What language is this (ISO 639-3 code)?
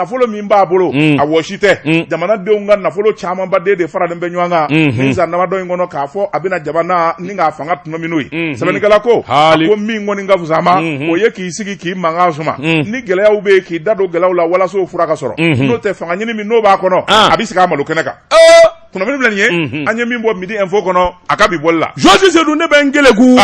bam